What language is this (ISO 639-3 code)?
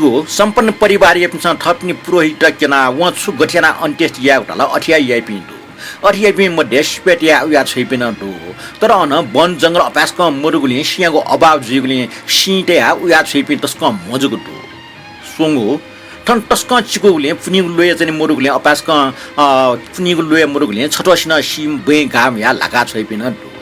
new